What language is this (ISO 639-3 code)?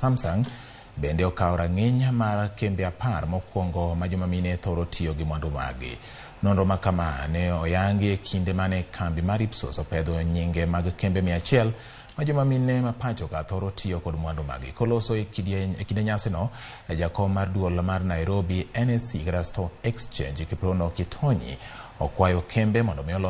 luo